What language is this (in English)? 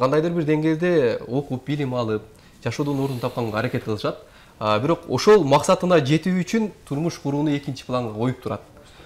Kyrgyz